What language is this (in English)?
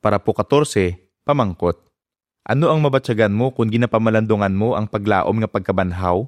Hiligaynon